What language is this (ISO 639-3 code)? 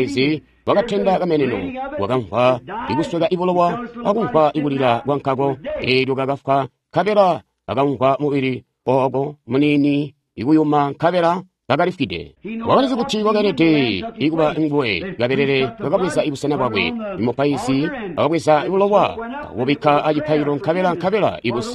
toi